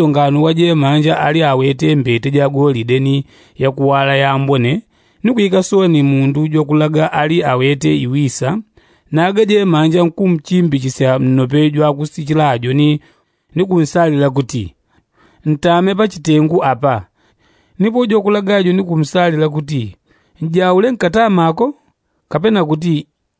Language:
Yao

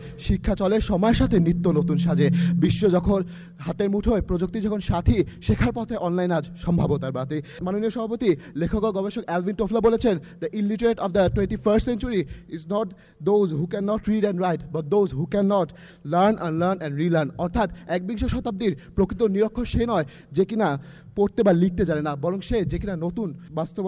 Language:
Bangla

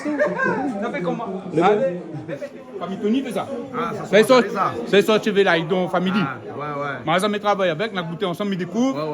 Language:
Réunion Creole French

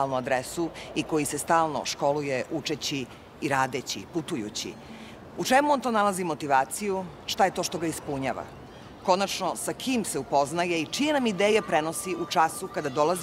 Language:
Serbian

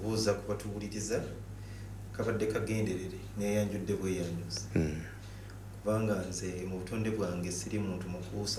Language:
Ganda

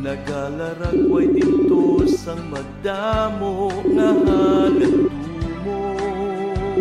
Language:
Hiligaynon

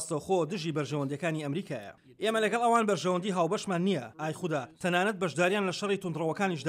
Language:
Central Kurdish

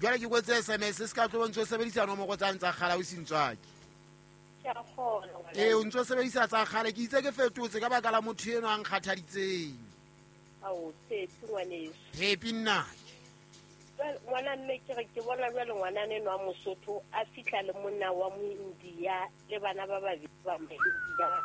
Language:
Southern Sotho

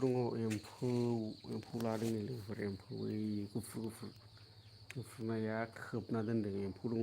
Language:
Bodo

